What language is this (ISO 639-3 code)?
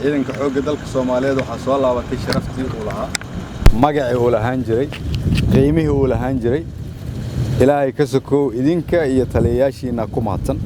som